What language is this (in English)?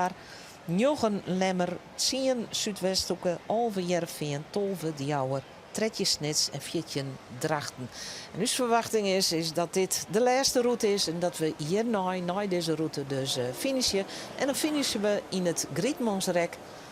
Western Frisian